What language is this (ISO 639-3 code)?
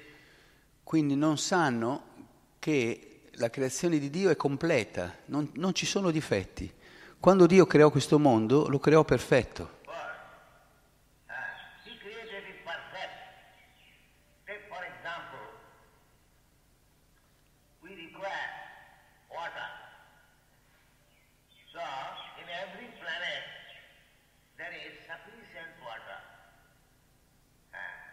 ita